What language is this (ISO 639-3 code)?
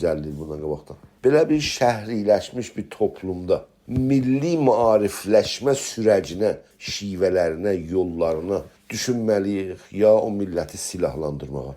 azb